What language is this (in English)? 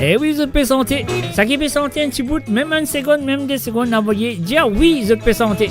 Morisyen